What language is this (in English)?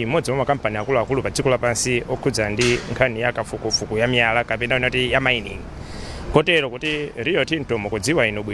Nyanja